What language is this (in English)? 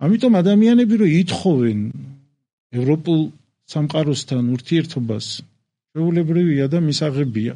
Georgian